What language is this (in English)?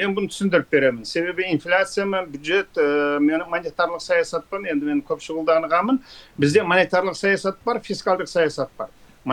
Kazakh